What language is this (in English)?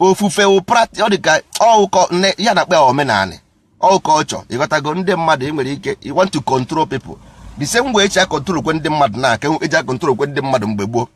Igbo